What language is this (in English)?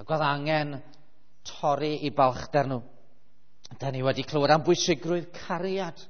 Welsh